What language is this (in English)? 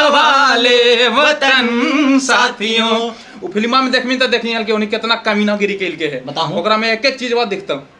Magahi